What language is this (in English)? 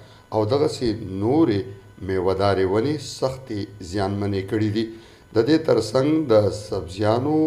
Pashto